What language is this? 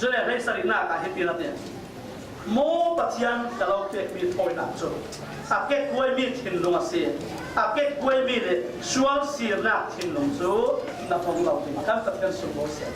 Falam Chin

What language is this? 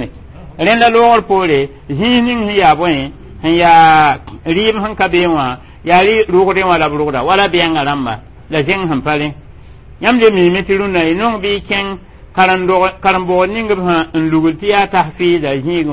Mossi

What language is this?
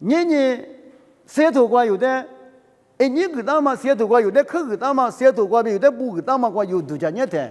Lisu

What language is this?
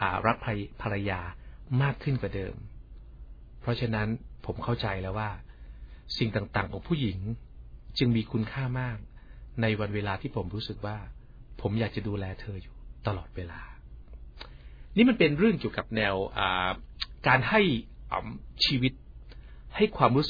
Thai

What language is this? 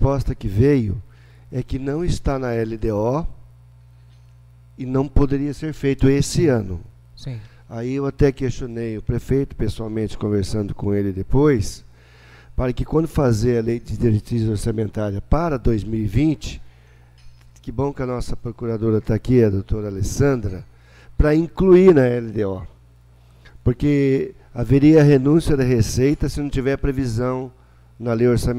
Portuguese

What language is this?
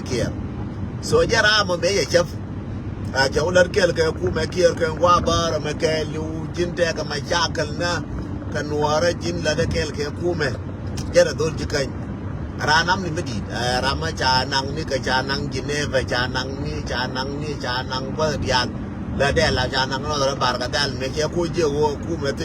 Nuer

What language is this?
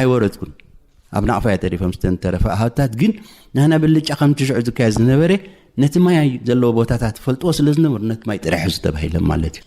Tigrinya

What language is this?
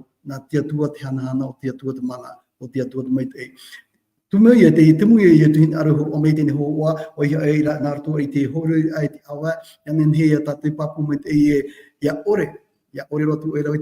Tahitian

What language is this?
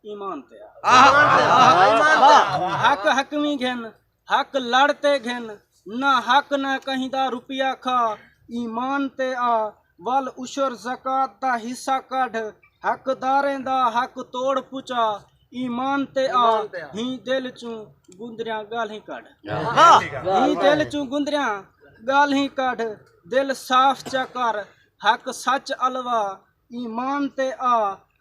Saraiki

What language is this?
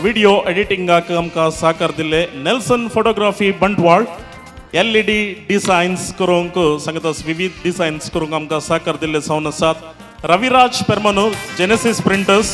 Konkani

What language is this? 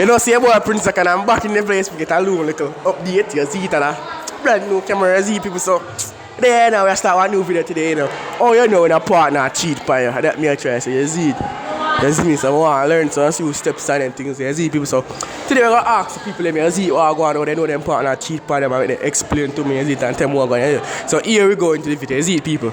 Jamaican Creole English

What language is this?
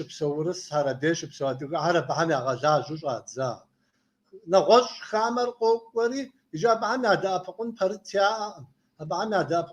Kabardian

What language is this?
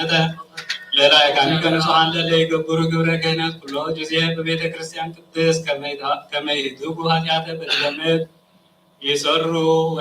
Geez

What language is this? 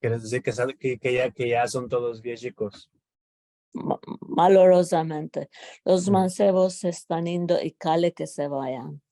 Ladino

